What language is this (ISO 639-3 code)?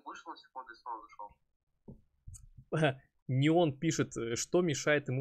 rus